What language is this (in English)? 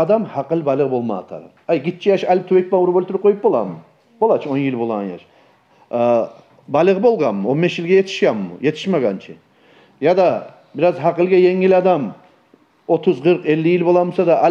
Kumyk